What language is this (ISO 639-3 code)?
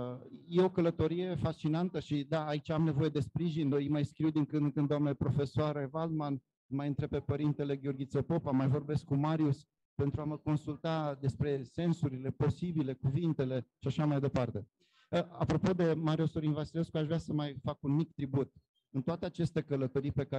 ron